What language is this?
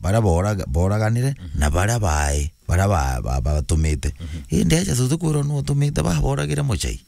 Meru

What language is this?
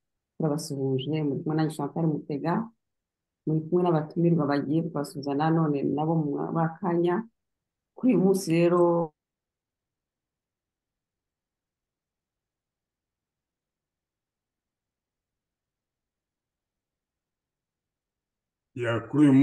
Kinyarwanda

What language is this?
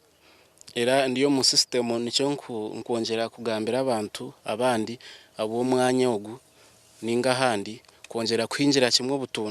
Nyankole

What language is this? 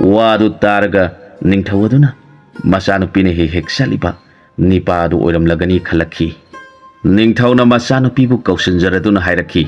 Manipuri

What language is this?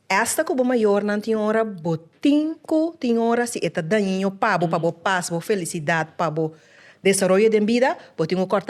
Papiamento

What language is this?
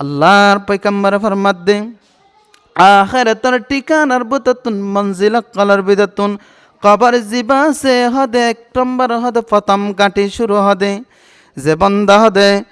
Rohingya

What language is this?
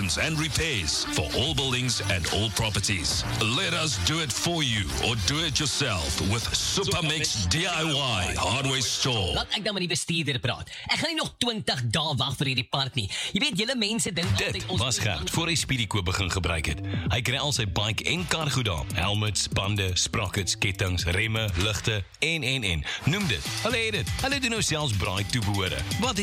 Afrikaans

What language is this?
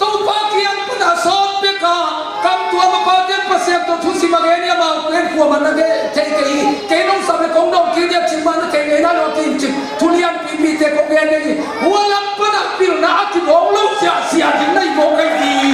Tedim Chin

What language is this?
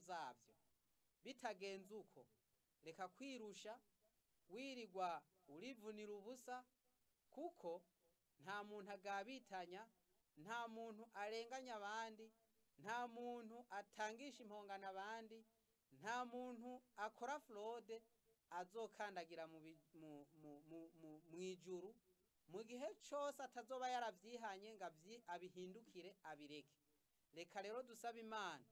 Rundi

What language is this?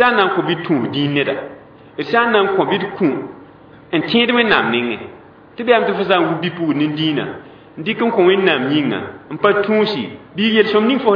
Mossi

